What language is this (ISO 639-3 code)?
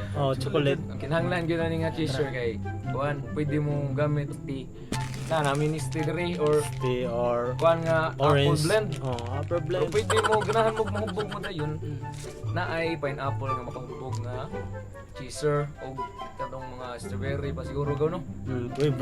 ceb